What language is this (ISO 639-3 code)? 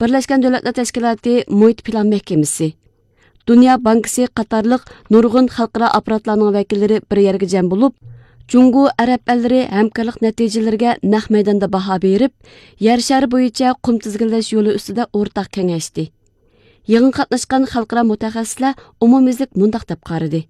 uig